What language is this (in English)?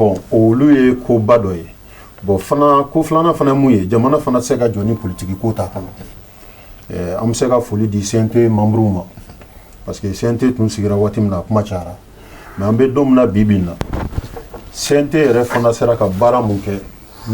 Bambara